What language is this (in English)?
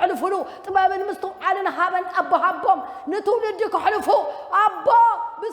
Tigrinya